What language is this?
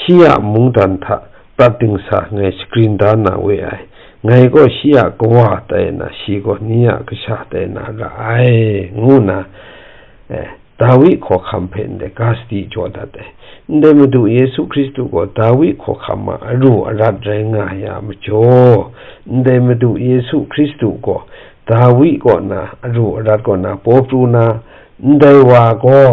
Kachin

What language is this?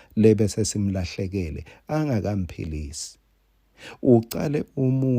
Swati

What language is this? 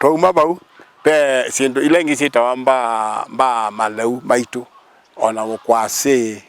Kamba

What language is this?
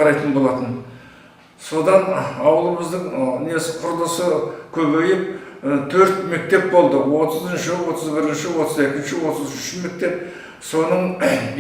Kazakh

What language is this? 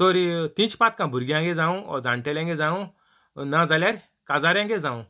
Konkani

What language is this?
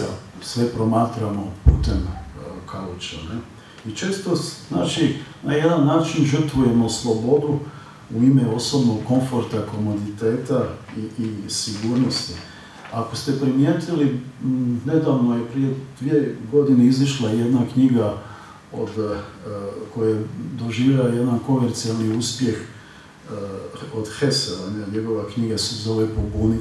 Croatian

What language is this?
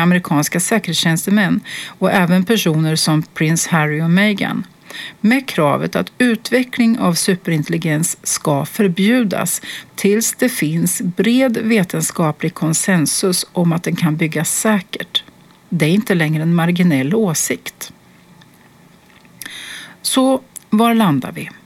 Swedish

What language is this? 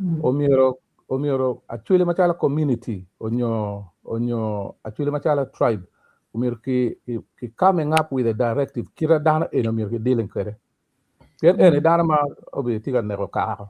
Acoli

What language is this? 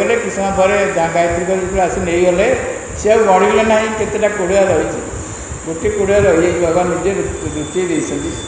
Odia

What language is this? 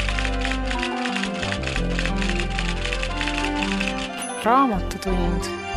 Estonian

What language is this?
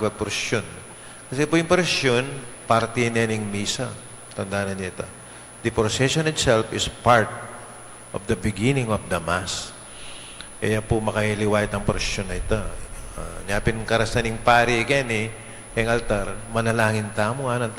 Pampanga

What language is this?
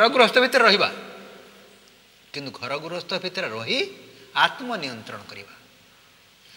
Odia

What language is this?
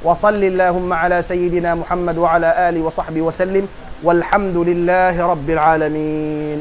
Tausug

